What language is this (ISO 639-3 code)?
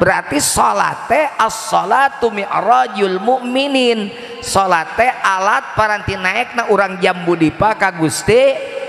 sun